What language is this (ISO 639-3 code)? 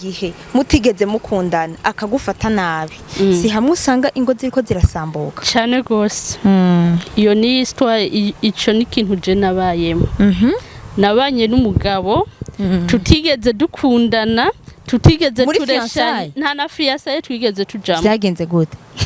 run